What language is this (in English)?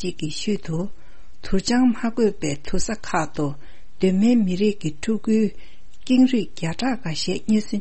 Tibetan